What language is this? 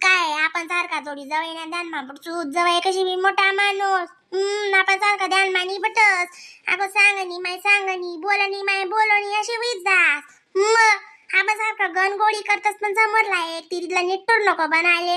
Khandesi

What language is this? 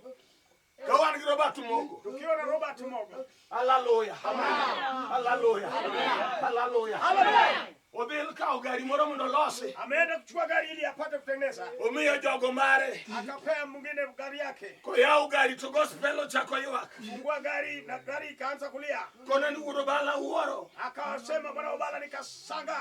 Luo (Kenya and Tanzania)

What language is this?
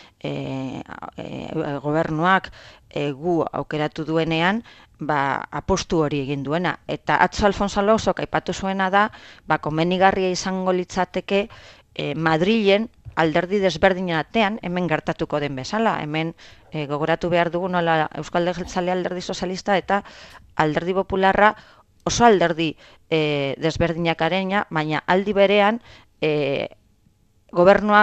Basque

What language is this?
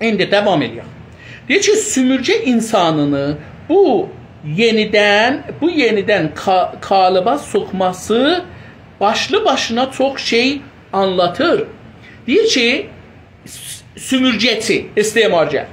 South Azerbaijani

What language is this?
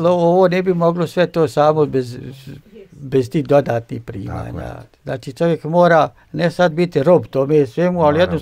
Bosnian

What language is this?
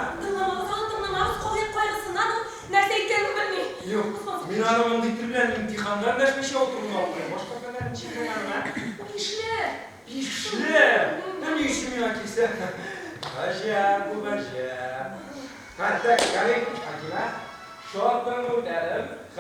Bashkir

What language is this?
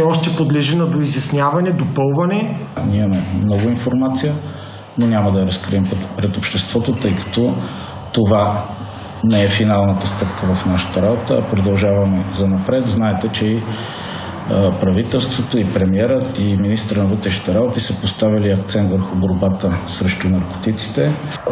Bulgarian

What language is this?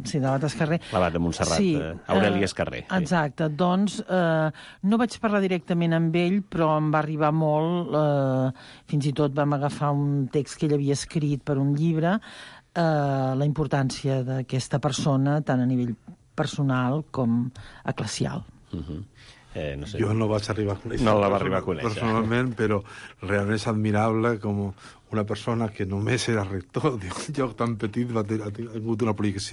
Catalan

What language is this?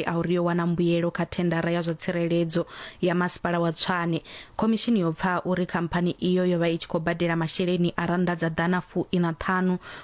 Venda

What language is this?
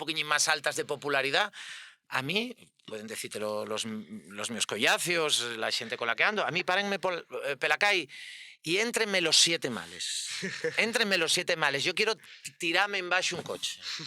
Asturian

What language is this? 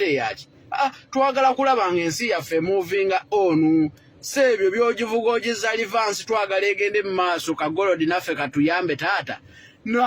Ganda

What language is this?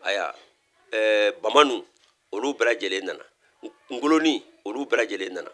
Bambara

